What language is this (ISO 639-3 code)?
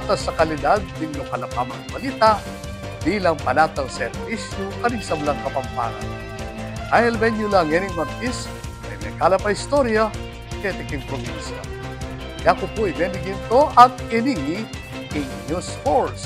pam